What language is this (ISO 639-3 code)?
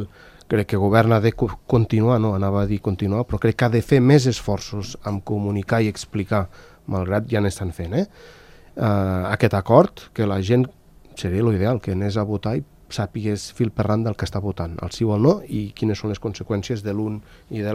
cat